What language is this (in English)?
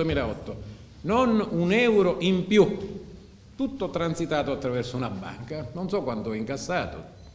Italian